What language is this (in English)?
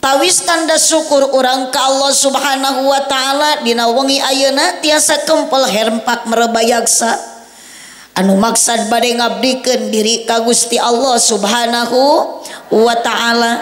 Sundanese